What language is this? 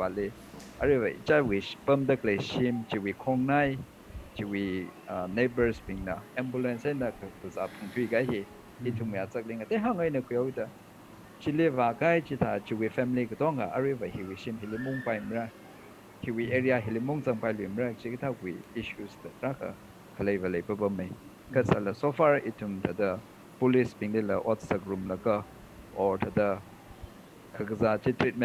Tangkhul Naga (India)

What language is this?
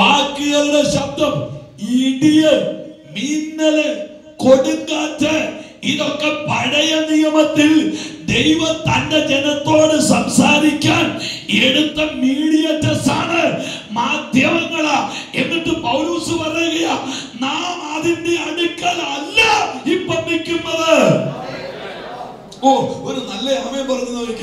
Malayalam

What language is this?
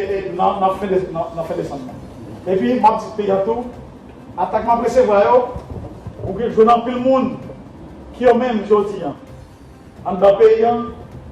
Haitian Creole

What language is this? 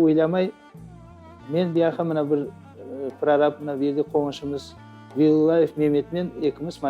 Crimean Tatar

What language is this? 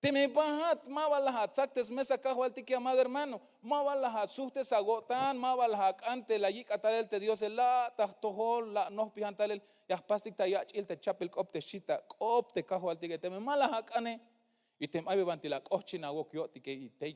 Tzeltal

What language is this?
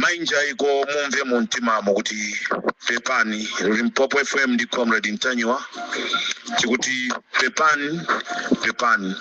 Nyanja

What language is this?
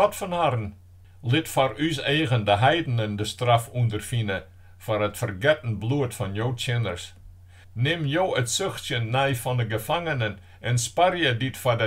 Western Frisian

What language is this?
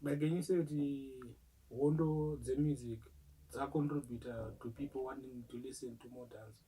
Shona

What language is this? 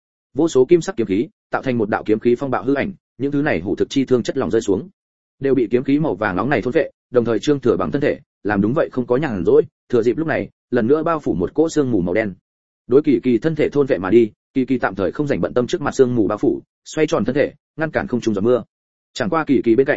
Vietnamese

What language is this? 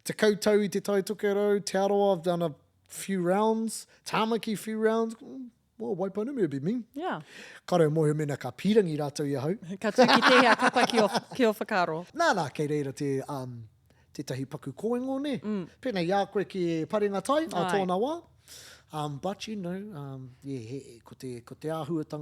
Māori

